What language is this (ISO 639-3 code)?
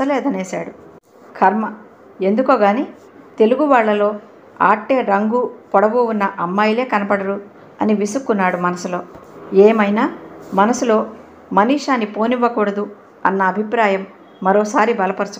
tel